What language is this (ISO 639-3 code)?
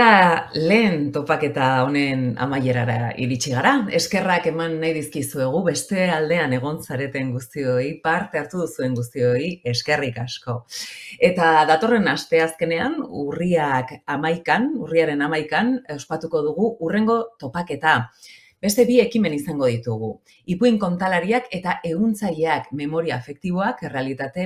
eus